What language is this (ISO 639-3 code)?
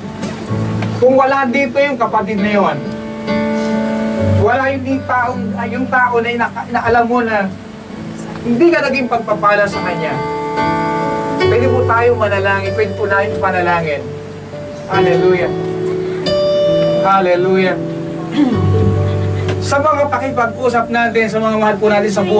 fil